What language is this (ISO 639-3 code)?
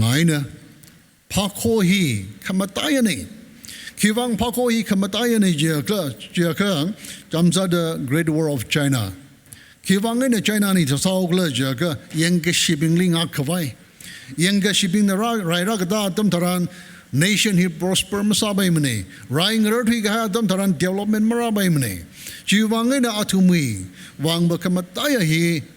nmf